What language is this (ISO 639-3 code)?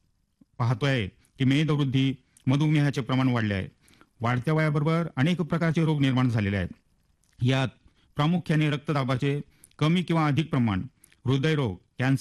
mar